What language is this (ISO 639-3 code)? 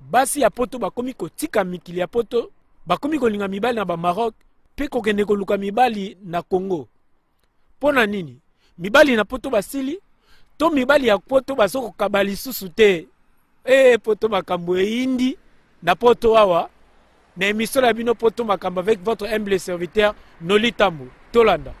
lin